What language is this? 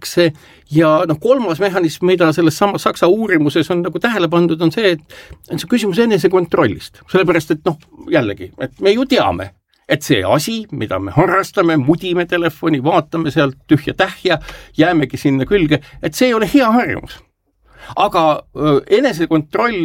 Estonian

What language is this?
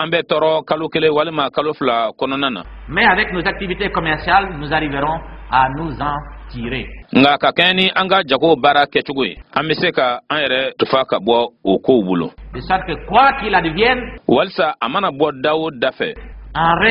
Bambara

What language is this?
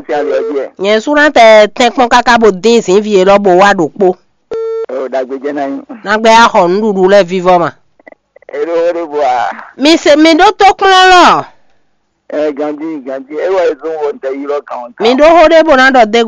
Fon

